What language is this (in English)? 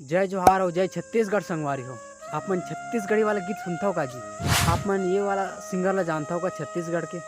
Chhattisgarhi